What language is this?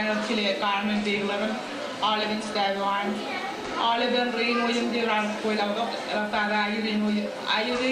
Marshallese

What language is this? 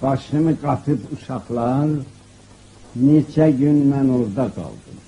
South Azerbaijani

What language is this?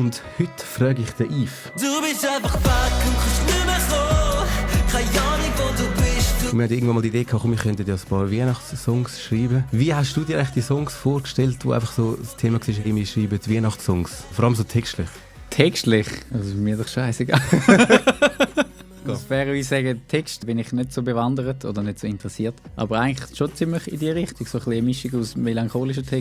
Swiss German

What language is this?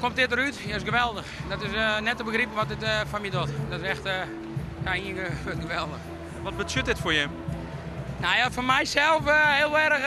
Western Frisian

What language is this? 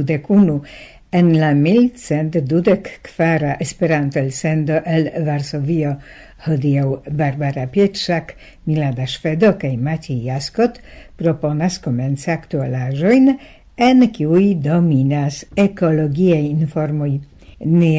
Esperanto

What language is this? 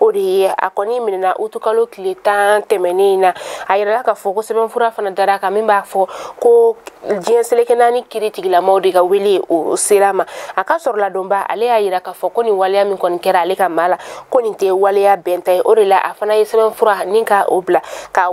Bambara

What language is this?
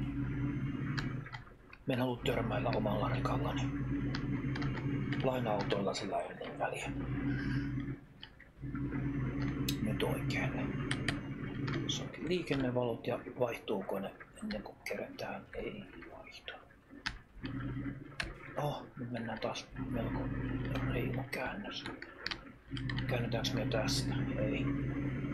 Finnish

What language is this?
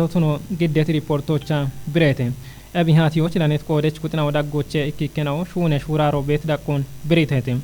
Kafa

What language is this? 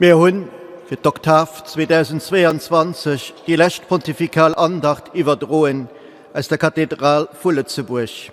Luxembourgish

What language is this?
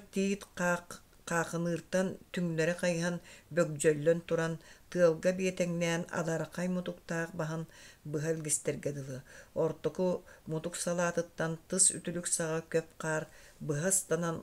Yakut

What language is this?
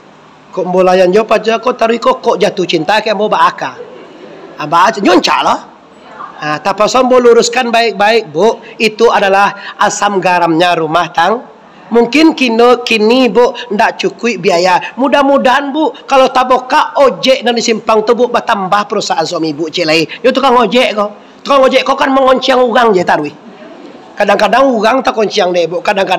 Minangkabau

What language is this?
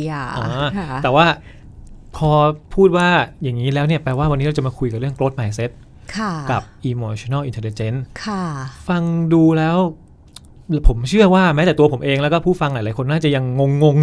Thai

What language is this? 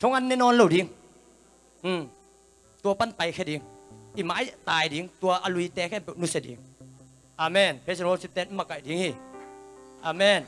Tedim Chin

